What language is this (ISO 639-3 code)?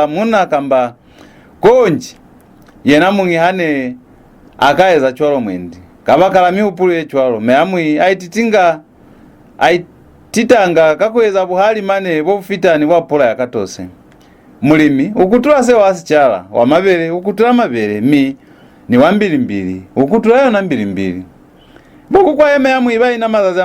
loz